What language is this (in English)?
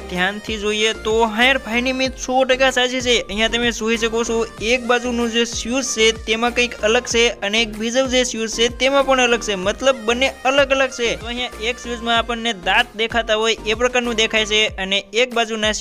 Gujarati